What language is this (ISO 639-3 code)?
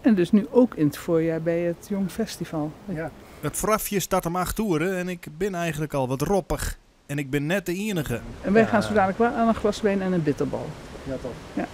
fry